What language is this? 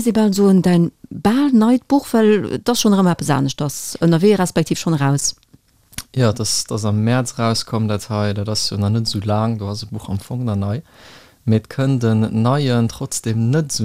Luxembourgish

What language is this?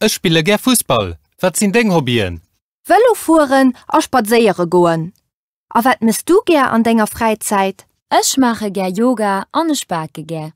Luxembourgish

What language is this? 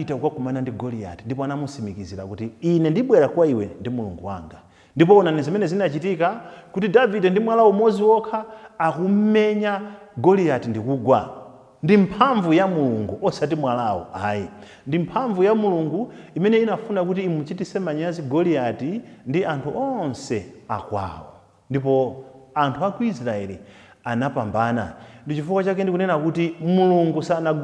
Nyanja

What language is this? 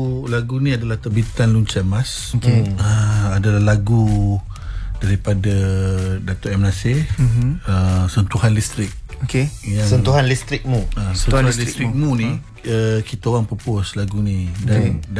Malay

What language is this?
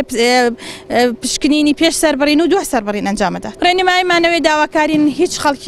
Central Kurdish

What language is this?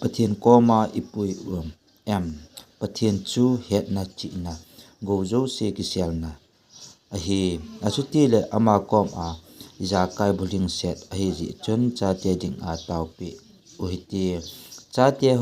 Thado Chin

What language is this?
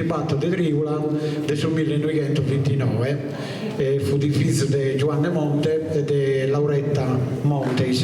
Sardinian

